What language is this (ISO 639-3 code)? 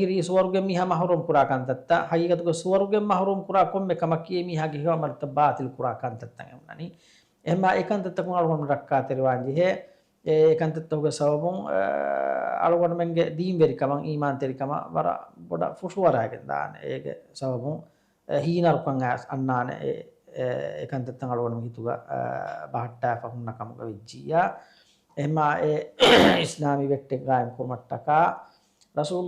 div